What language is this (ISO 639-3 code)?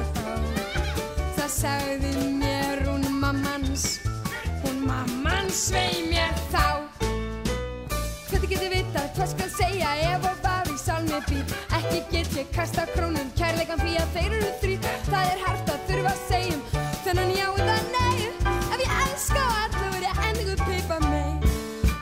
isl